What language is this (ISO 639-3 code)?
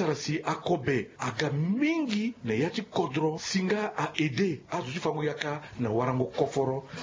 sag